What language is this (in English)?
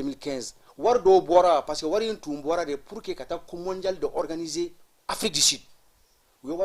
Bambara